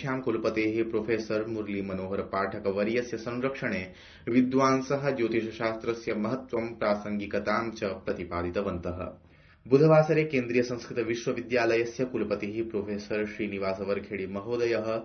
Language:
Sanskrit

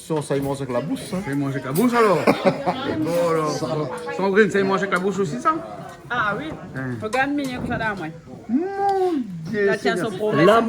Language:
Réunion Creole French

